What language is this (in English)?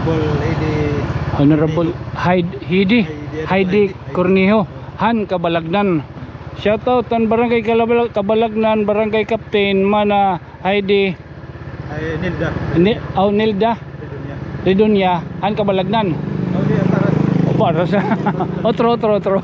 Waray